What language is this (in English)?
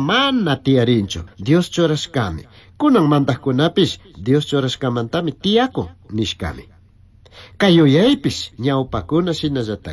Chimborazo Highland Quichua